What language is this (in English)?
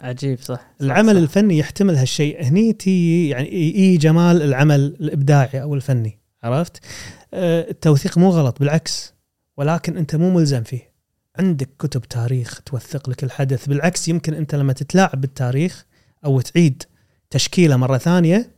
Gulf Arabic